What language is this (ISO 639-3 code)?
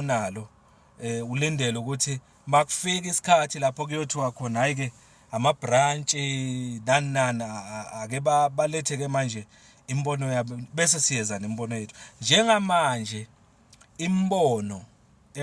zul